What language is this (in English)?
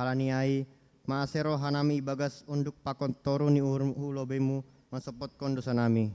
Batak Simalungun